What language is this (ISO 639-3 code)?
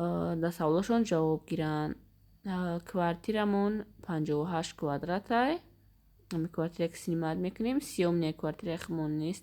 tgk